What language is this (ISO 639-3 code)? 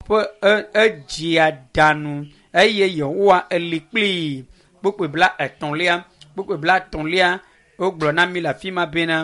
ewe